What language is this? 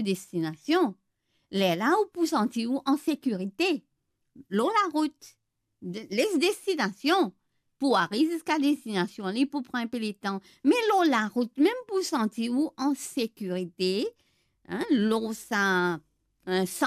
Morisyen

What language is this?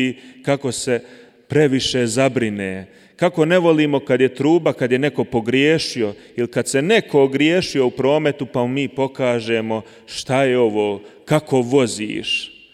Croatian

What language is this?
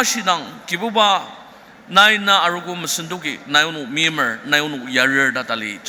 Ao Naga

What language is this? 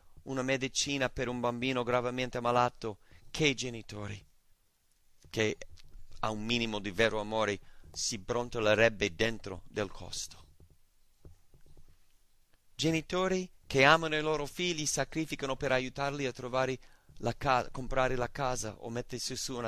Italian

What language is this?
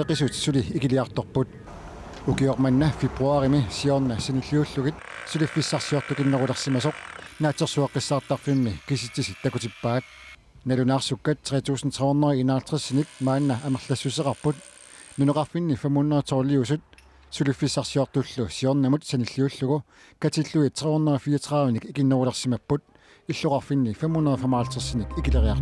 Kalaallisut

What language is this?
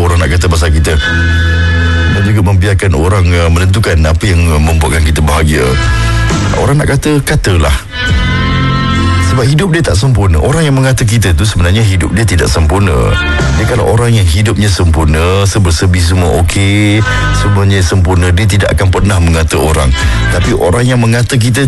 Malay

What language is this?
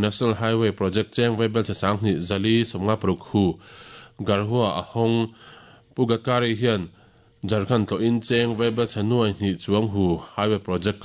Mizo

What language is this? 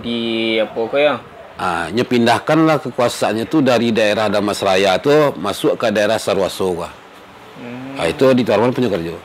Minangkabau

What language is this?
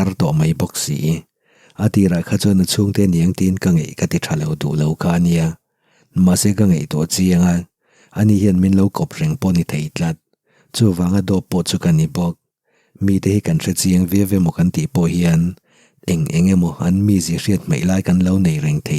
Mizo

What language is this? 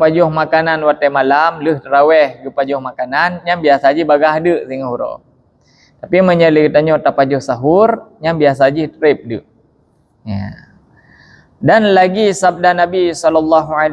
Achinese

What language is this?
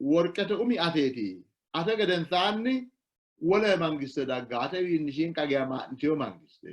Sidamo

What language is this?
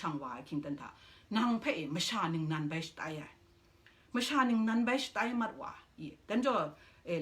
Kachin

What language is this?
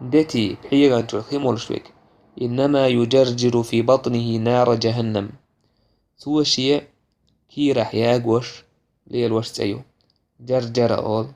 Chechen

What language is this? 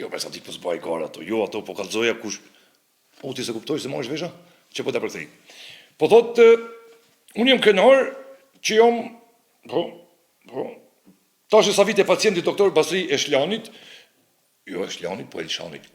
Albanian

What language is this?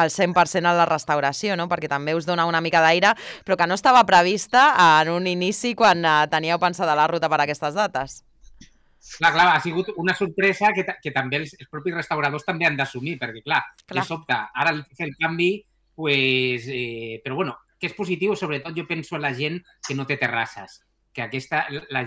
Catalan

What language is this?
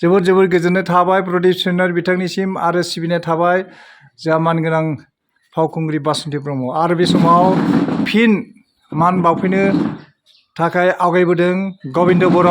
Bodo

